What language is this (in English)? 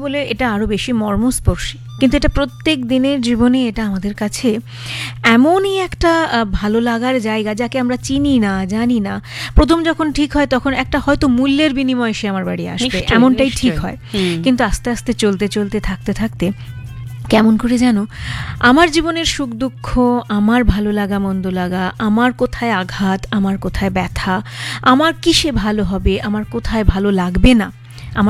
Bangla